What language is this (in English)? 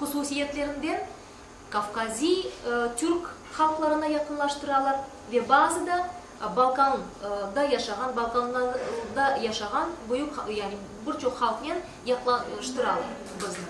Crimean Tatar